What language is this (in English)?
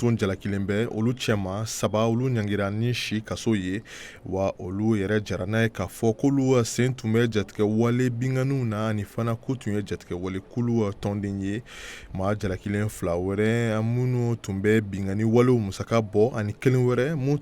Bambara